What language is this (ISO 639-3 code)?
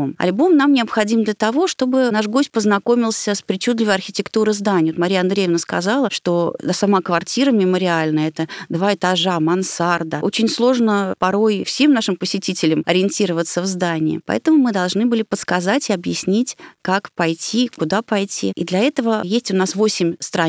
rus